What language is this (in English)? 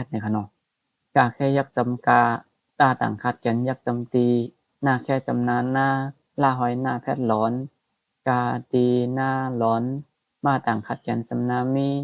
Shan